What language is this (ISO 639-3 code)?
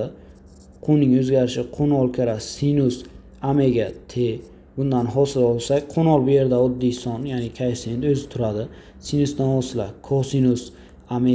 uzb